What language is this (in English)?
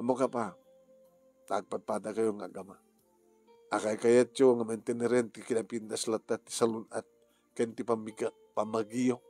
Iloko